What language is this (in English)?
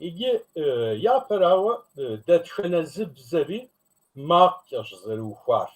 Kabardian